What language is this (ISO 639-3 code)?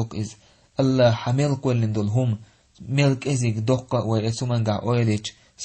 che